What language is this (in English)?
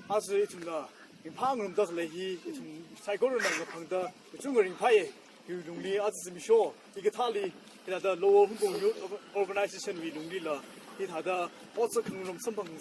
Tangkhul Naga (India)